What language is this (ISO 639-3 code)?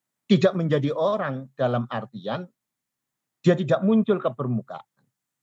ind